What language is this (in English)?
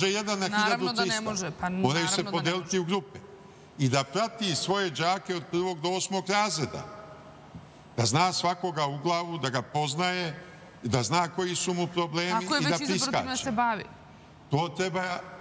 Serbian